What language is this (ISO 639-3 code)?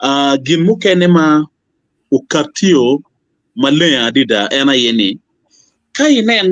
ach